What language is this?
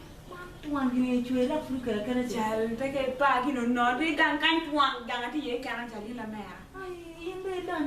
Acoli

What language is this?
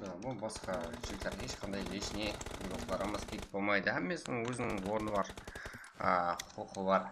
Kara-Kalpak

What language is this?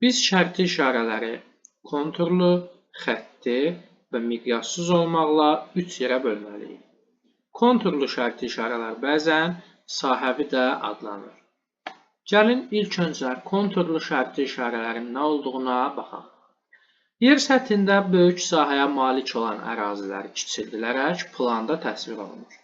Azerbaijani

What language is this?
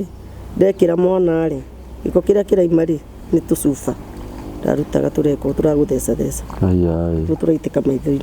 Kikuyu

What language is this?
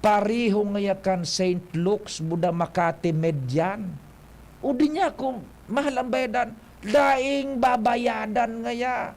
Bikol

